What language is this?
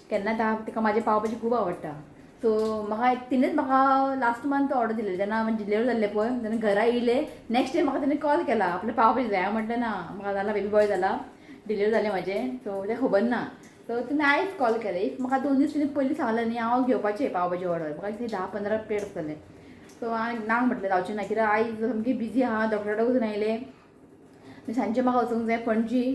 Konkani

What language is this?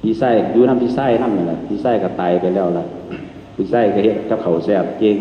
Northeastern Thai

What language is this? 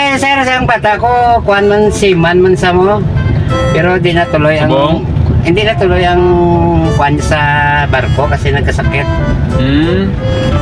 Hiligaynon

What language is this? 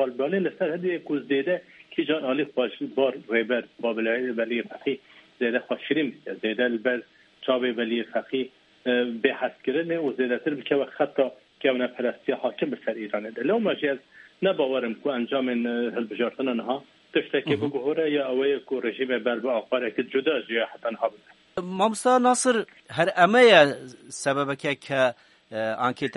Kurdish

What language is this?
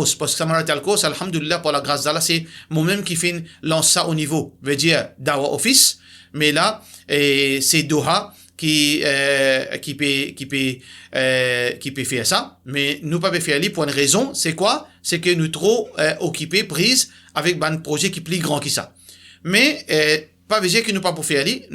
Morisyen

